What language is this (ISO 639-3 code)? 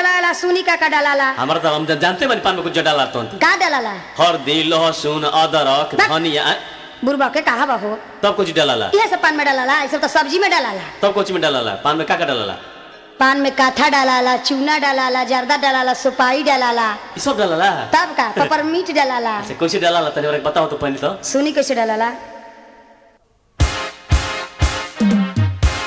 bho